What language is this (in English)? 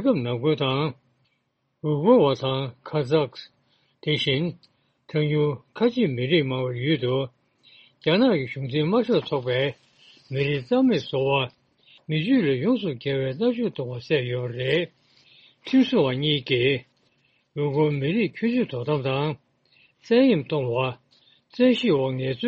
Tibetan